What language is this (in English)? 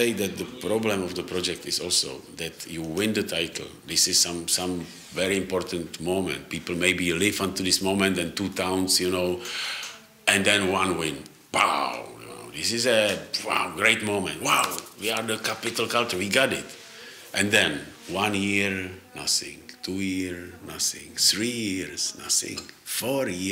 Western Frisian